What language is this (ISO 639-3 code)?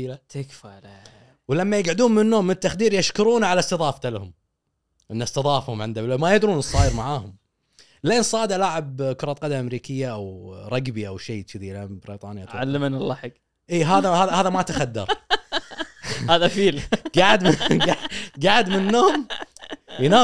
afb